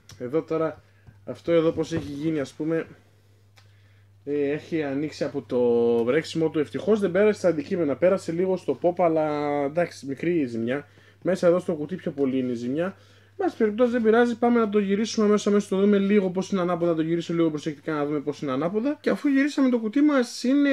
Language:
Greek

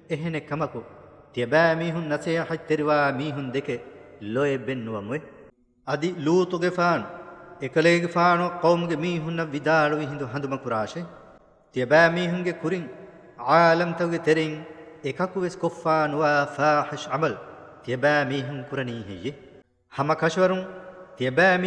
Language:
Divehi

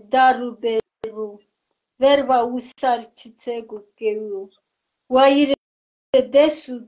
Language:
Zaza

